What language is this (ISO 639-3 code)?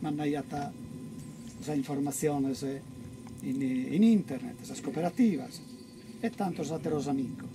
srd